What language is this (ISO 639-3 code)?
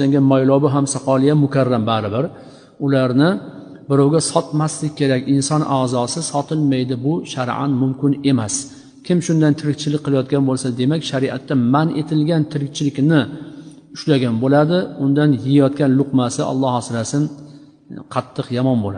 uzb